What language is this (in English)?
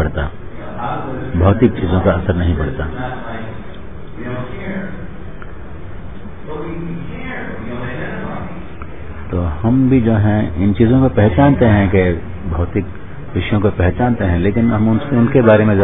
Hindi